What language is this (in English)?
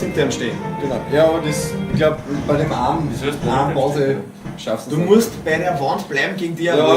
Bavarian